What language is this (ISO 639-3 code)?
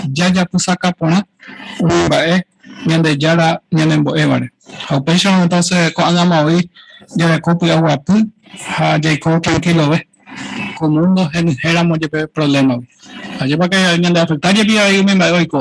grn